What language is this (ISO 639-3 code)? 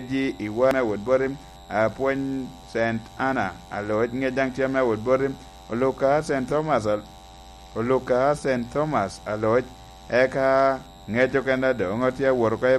laj